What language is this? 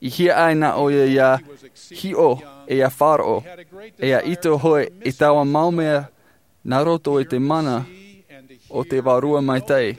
Tahitian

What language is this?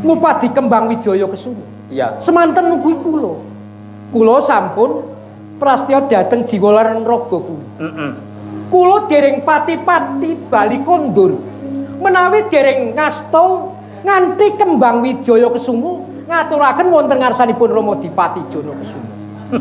Javanese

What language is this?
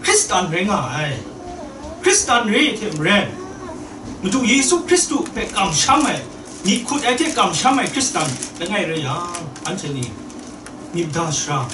Kachin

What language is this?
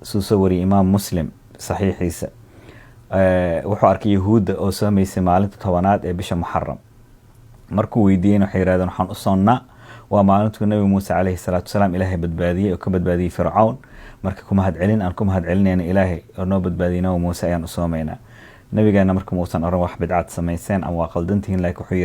Somali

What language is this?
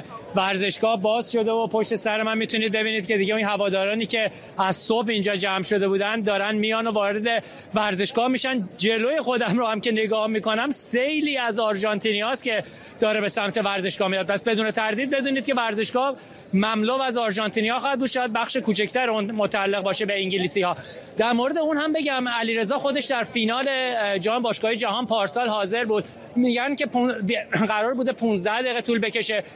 Persian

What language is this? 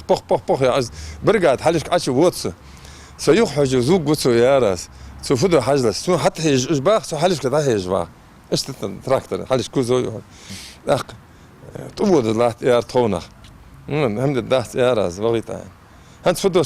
Ingush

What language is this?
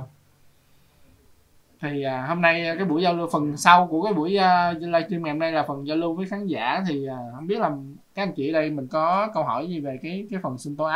Vietnamese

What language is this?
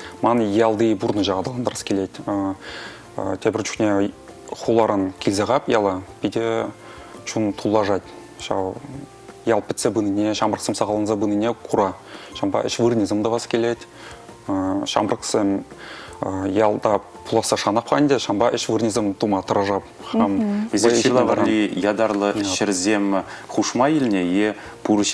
Chuvash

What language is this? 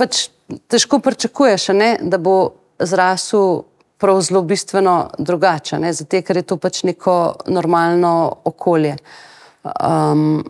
Slovenian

